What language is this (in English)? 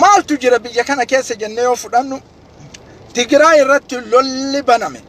Oromo